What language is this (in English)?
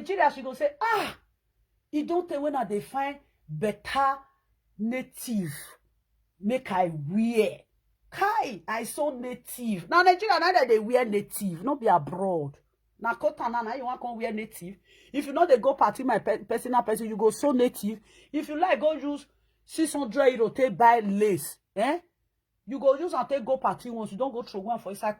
Nigerian Pidgin